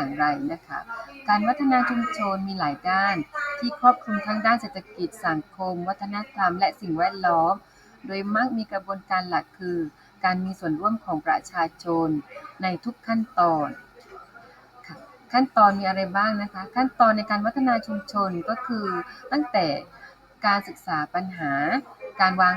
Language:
Lao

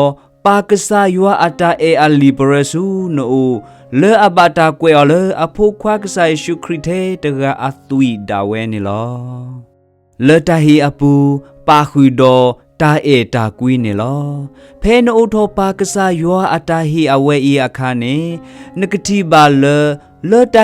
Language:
S'gaw Karen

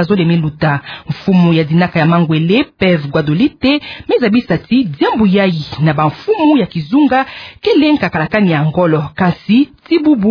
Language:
Kituba (Democratic Republic of Congo)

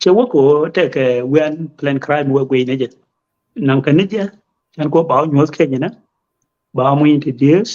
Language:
Nuer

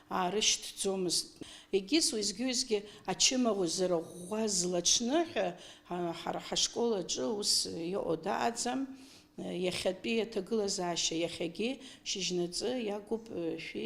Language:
Abkhazian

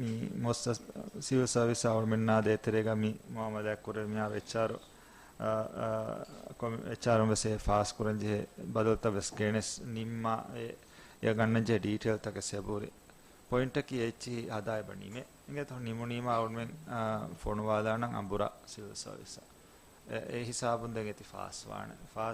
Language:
Divehi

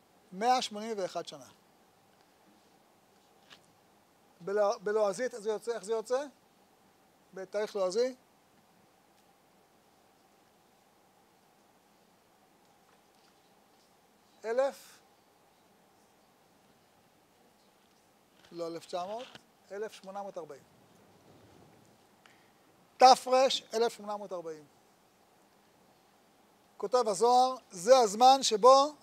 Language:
Hebrew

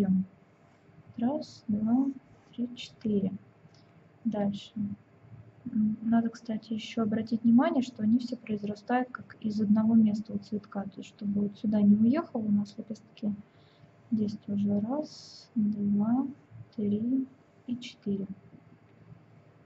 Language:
Russian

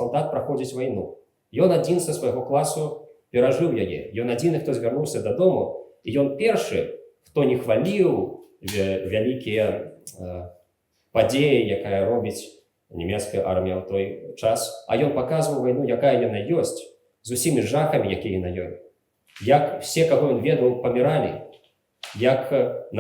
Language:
Belarusian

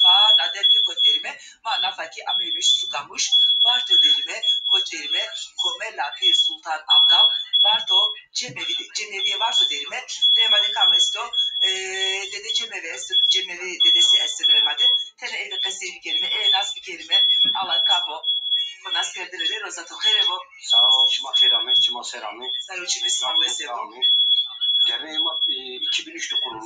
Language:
Zaza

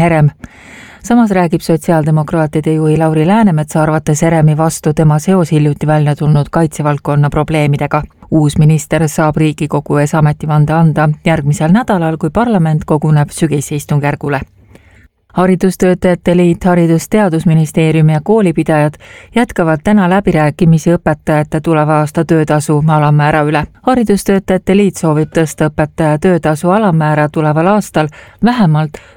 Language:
Estonian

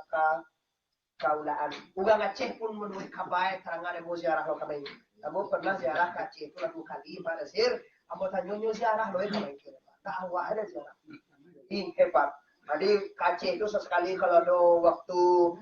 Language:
Minangkabau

